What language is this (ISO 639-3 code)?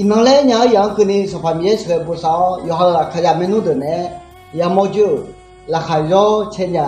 ahk